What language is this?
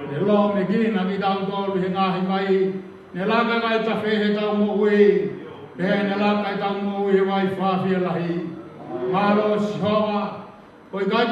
Tongan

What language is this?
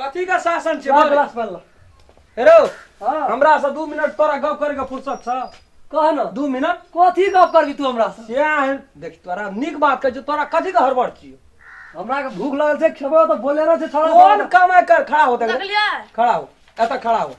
Maithili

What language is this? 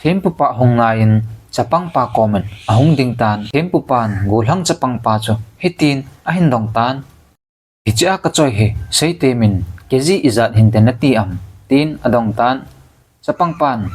Thado Chin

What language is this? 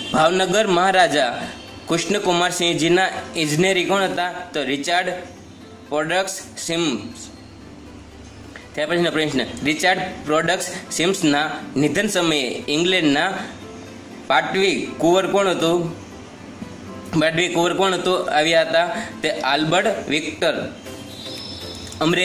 Gujarati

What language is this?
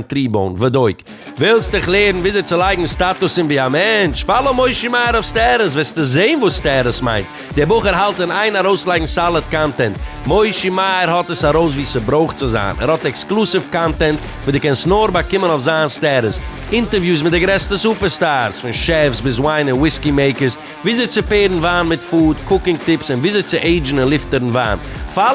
Yiddish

